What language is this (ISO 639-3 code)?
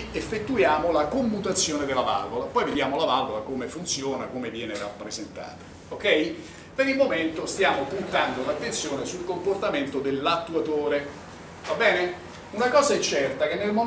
ita